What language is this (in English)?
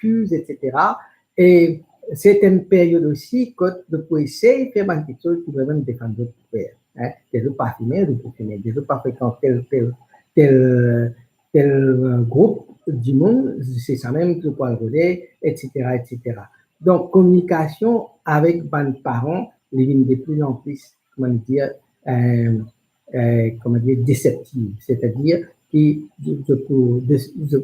Morisyen